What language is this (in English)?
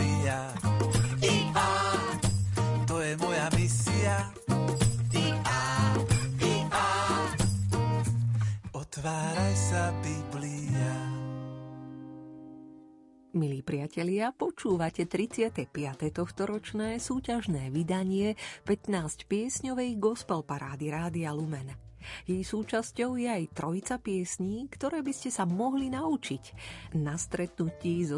Slovak